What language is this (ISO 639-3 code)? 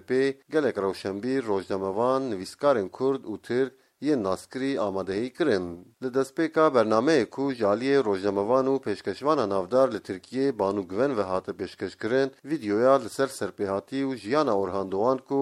kur